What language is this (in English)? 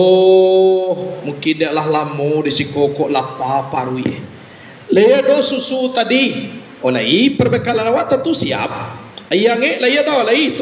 Minangkabau